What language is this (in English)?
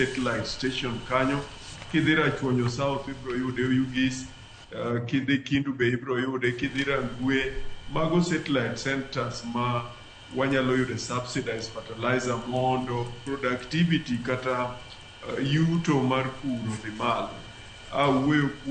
Luo (Kenya and Tanzania)